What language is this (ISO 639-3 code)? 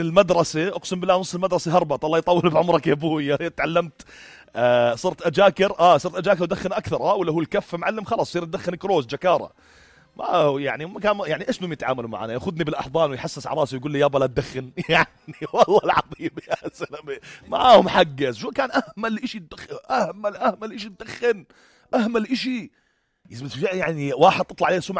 apc